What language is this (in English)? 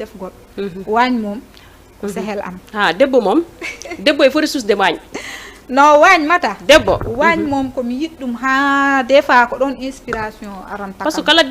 Fula